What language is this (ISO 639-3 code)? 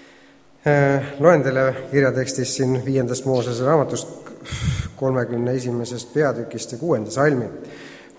est